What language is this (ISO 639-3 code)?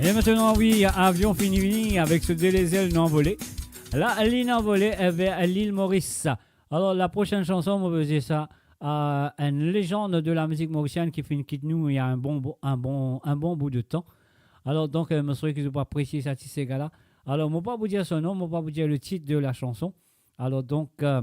mfe